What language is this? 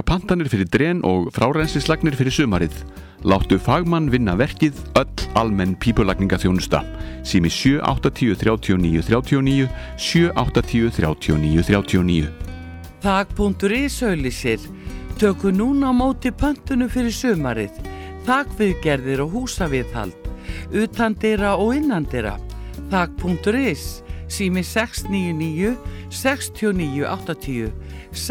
Icelandic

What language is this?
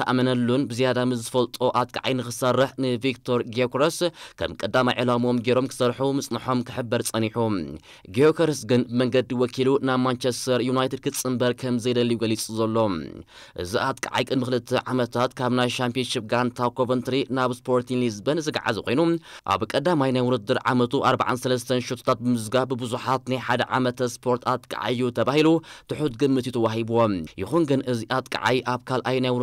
Tigrinya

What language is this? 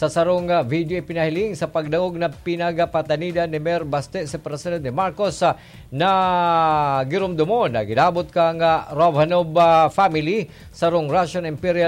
Bikol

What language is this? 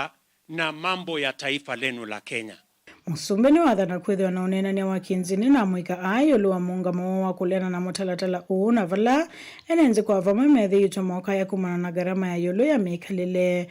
Kamba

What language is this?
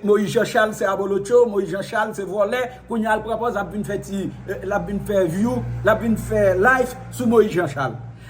Haitian Creole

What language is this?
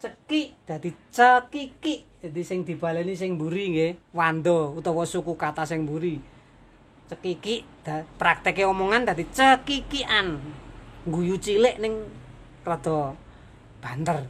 Javanese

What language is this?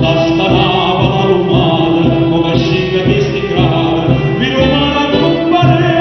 Neapolitan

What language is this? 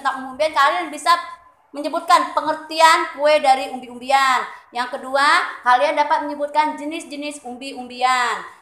Indonesian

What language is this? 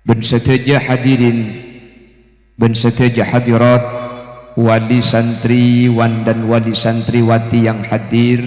Madurese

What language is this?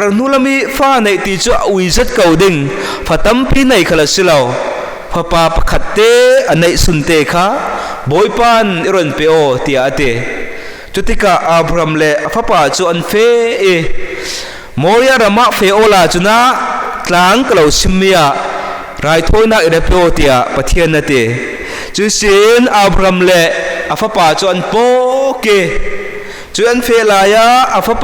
Falam Chin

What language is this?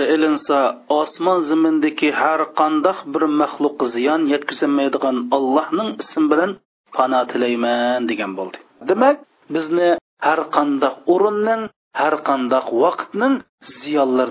Uyghur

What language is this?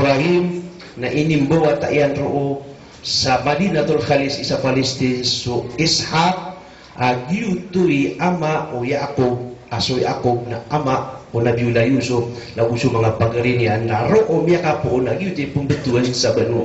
Maranao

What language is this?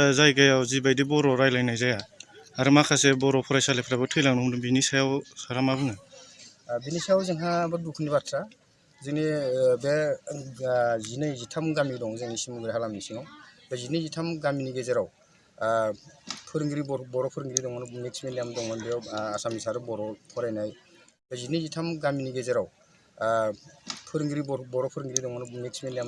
Bodo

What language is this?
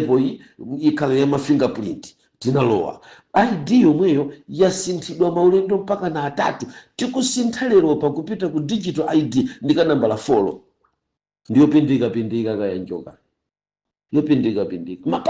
Nyanja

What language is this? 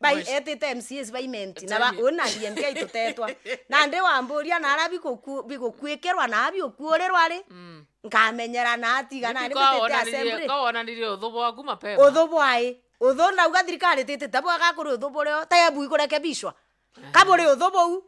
Meru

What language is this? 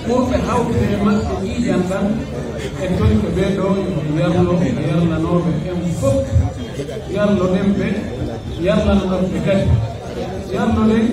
Pular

